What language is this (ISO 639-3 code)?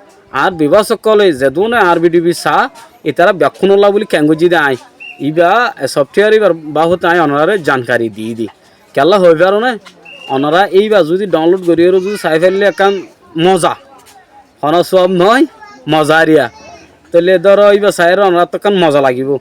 rhg